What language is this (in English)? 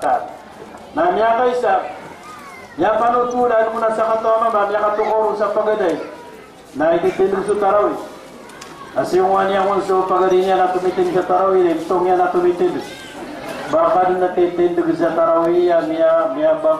Maranao